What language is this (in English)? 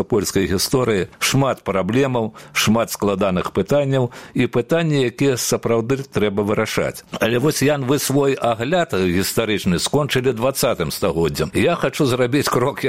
Belarusian